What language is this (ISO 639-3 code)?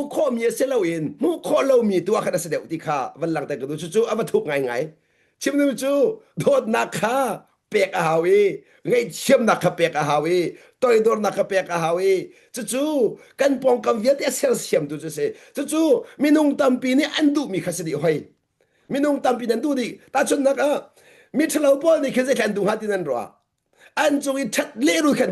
cnh